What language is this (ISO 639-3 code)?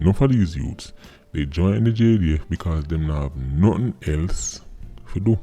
jam